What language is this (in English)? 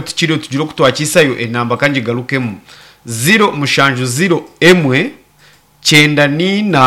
Nyankole